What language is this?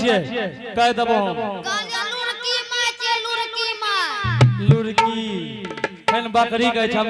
Angika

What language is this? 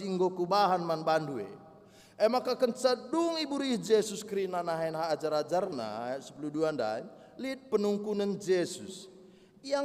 Batak Karo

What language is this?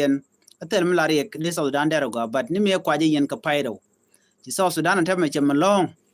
Nuer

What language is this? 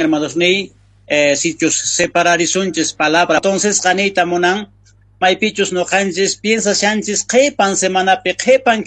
South Bolivian Quechua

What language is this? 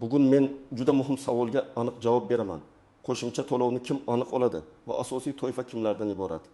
Uzbek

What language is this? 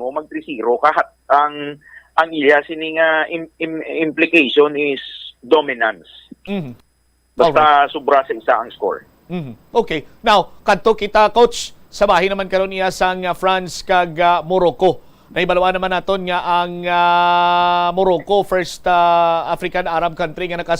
Hiligaynon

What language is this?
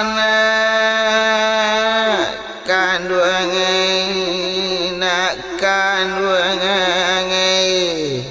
Minangkabau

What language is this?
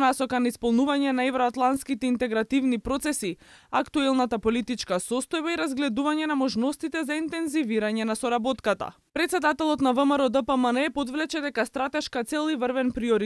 Macedonian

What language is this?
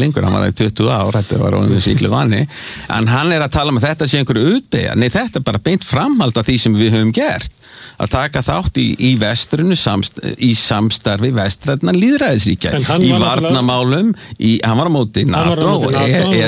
Icelandic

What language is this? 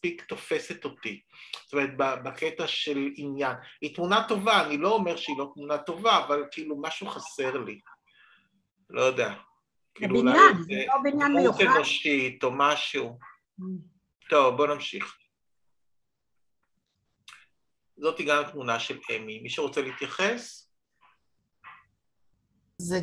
Hebrew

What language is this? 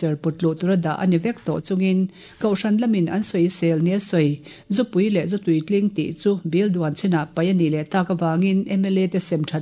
Mizo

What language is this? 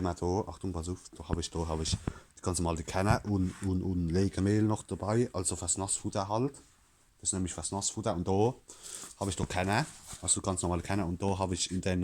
Palatine German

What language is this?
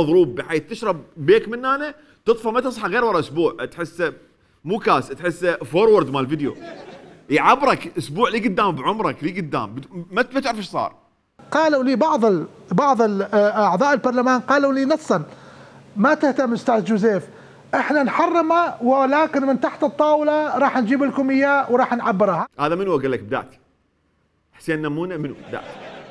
Mesopotamian Arabic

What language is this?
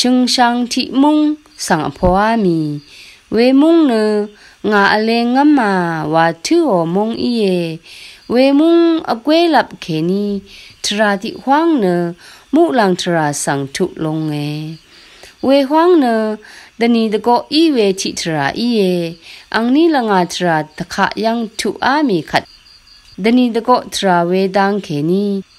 Rawang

